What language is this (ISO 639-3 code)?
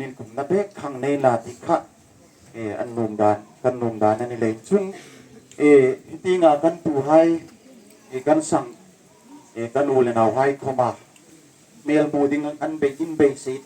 hmr